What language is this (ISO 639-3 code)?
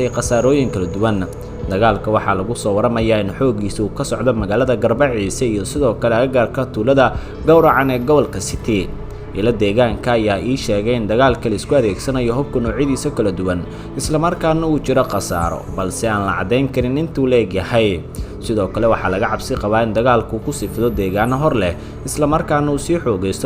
som